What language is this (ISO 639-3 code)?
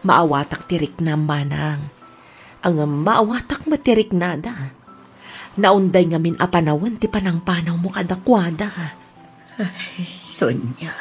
ilo